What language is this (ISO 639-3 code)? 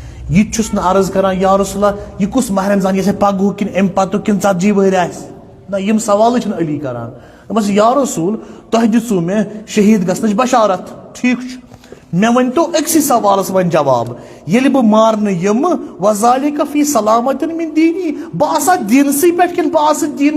kas